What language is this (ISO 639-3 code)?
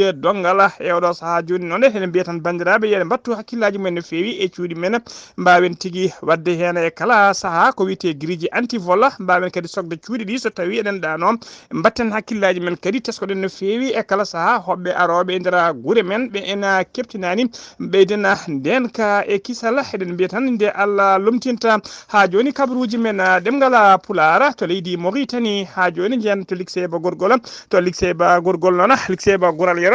ful